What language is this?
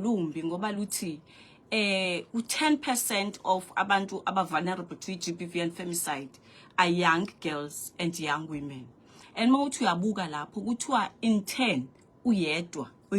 Zulu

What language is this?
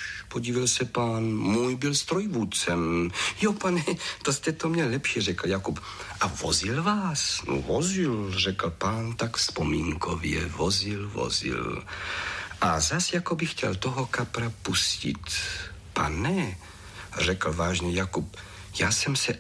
Czech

